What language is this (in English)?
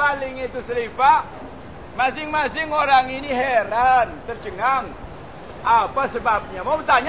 Malay